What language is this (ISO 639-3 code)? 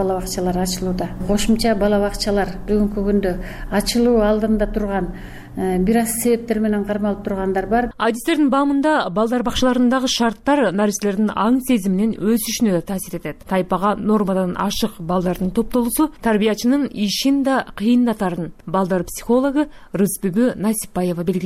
kir